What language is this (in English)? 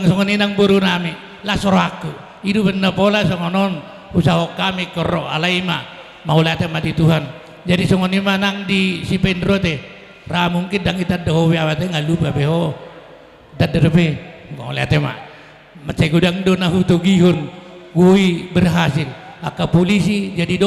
Batak Toba